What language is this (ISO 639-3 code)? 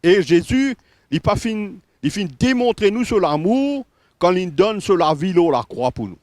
mfe